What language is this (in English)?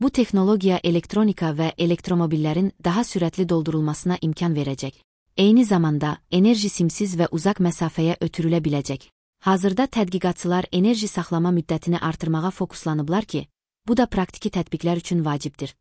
Azerbaijani